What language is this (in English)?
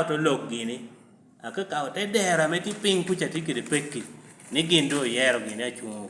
Lango (Uganda)